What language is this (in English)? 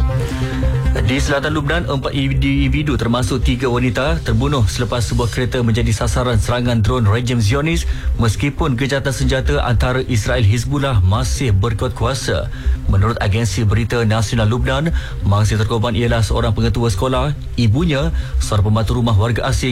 Malay